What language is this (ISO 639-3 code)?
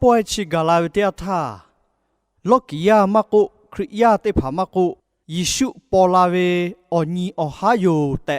lhu